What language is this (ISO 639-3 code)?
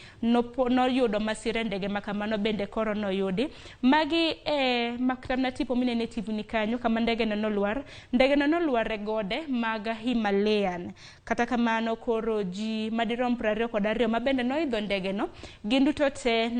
luo